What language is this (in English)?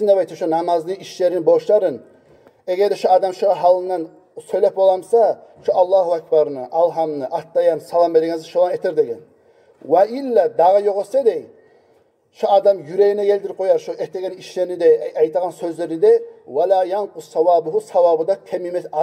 Kumyk